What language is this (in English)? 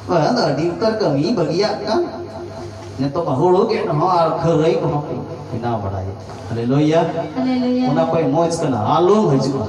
Santali